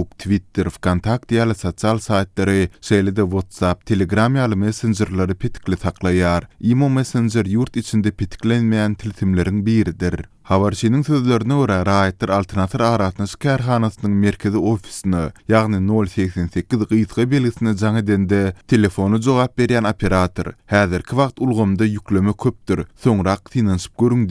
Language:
Turkmen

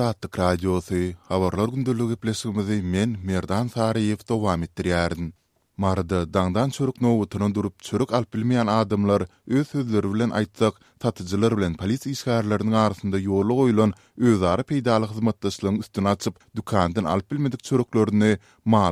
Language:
Turkmen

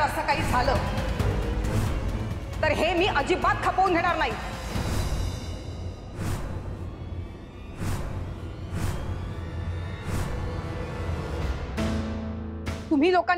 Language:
Marathi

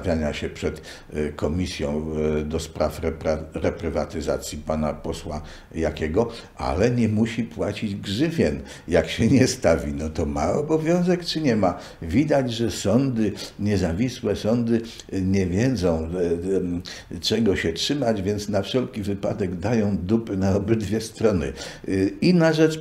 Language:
Polish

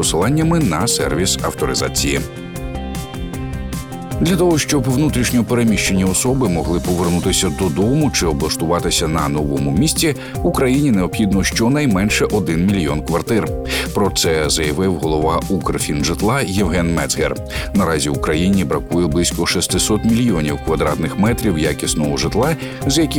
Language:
Ukrainian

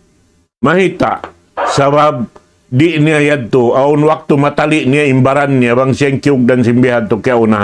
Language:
Tausug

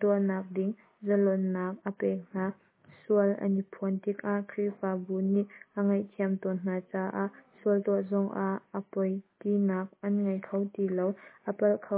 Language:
Hakha Chin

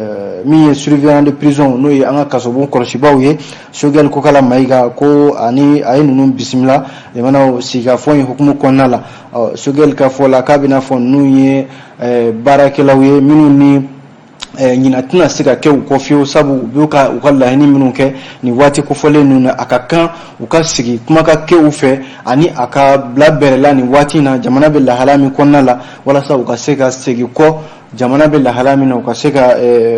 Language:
Bambara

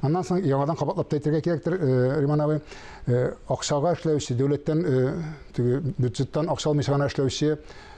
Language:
Tatar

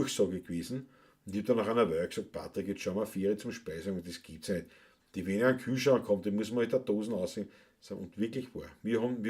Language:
Bavarian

